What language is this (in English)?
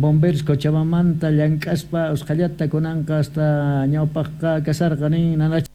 South Bolivian Quechua